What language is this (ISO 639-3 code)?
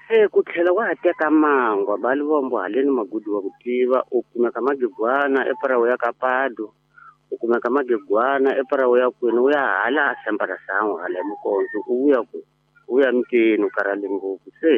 tso